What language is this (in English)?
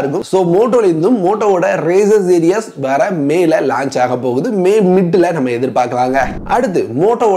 Tamil